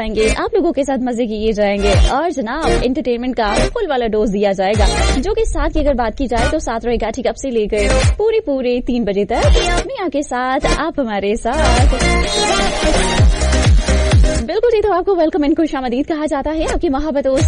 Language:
Urdu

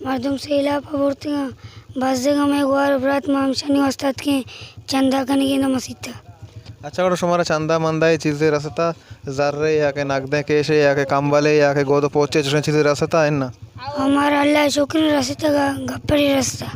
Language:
Baluchi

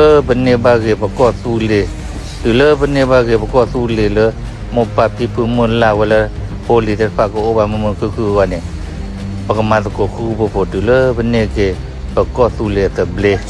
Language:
S'gaw Karen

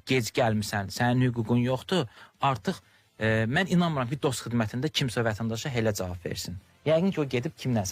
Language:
Azerbaijani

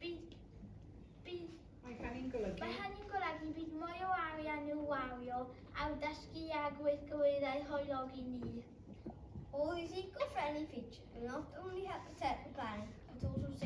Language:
Welsh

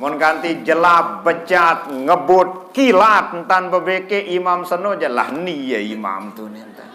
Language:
Sasak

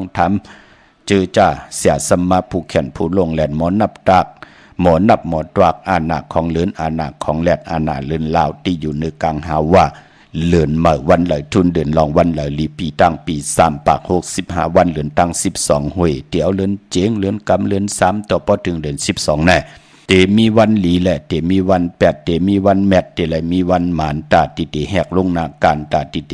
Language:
Shan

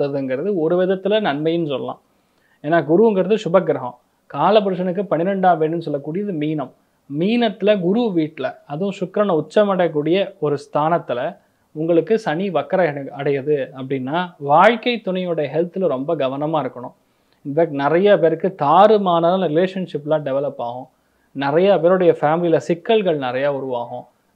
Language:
Tamil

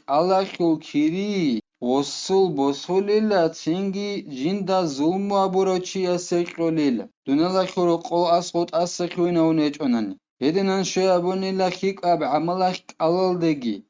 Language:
Avaric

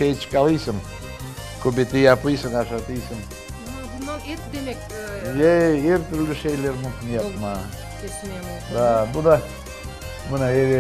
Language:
Crimean Tatar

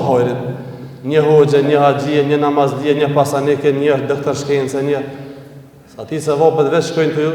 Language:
Albanian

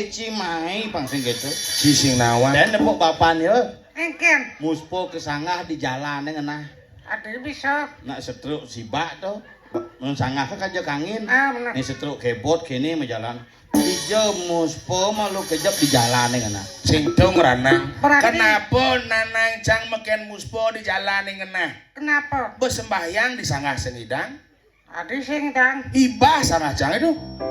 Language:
Balinese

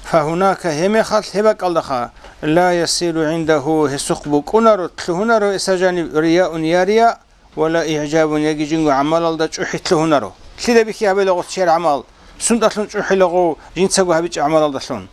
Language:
Avaric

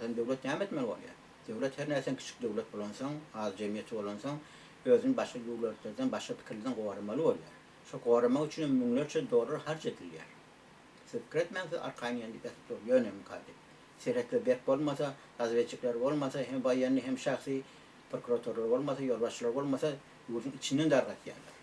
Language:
Turkmen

